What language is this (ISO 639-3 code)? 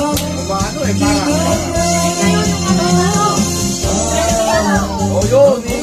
fil